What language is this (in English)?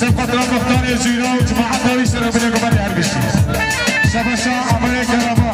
Kurdish